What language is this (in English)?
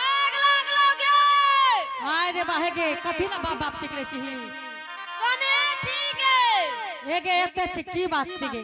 Angika